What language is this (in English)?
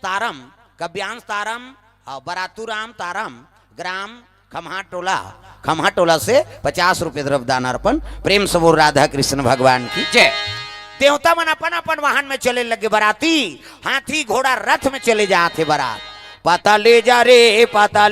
Chhattisgarhi